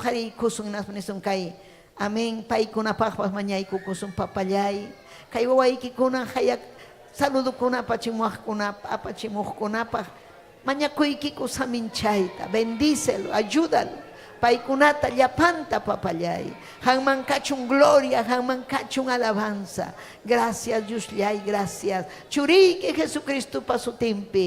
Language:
Ayacucho Quechua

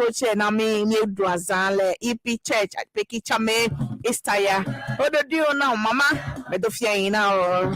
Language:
Ewe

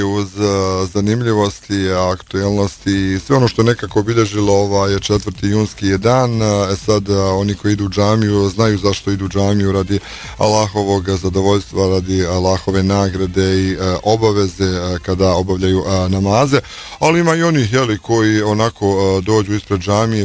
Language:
Bosnian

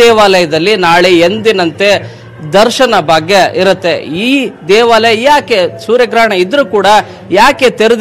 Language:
Kannada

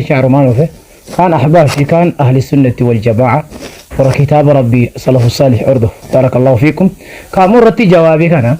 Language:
Oromo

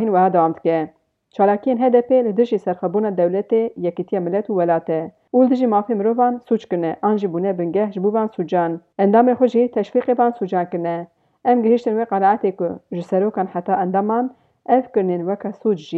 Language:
Kurdish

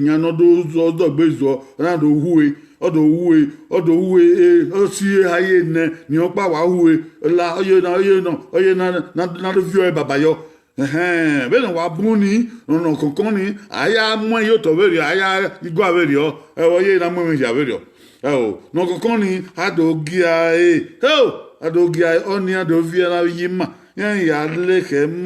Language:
Bini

